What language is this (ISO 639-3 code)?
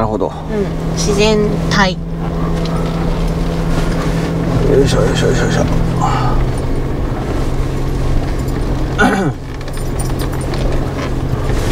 jpn